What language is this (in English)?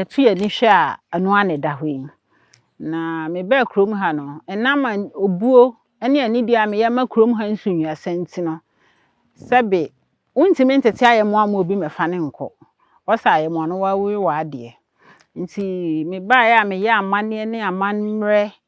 Akan